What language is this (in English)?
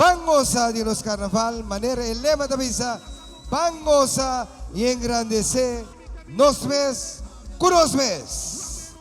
Papiamento